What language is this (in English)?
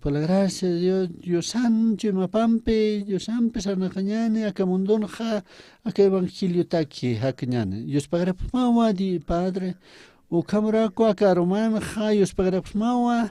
Aymara